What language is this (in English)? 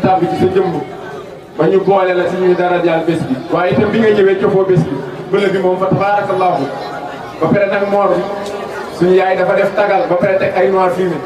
Wolof